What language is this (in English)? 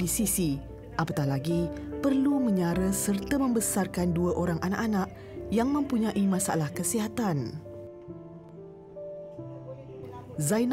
Malay